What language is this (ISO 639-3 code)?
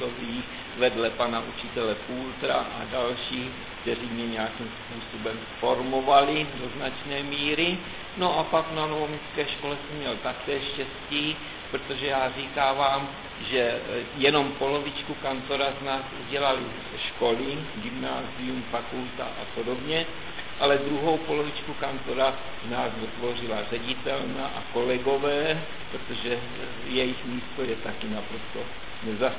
ces